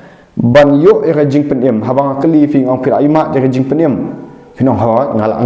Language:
Khasi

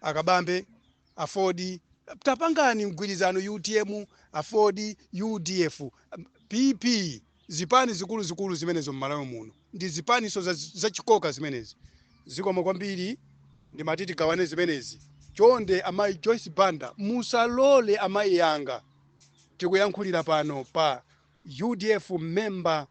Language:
Nyanja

